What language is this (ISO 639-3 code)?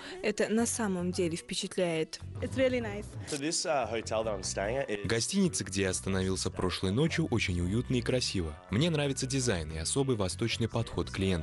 rus